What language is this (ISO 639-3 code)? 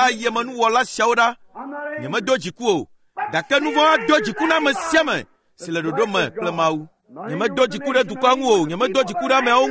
ewe